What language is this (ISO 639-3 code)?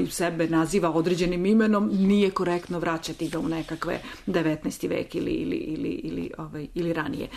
srp